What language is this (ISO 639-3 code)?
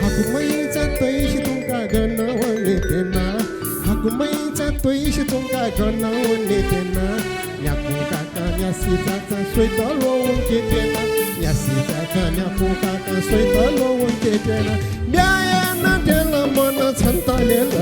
new